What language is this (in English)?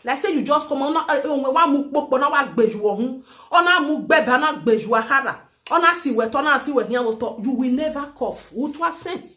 Nigerian Pidgin